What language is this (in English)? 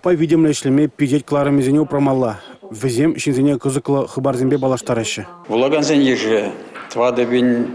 Chuvash